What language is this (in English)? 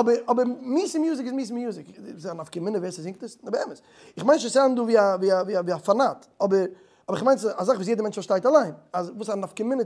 Yiddish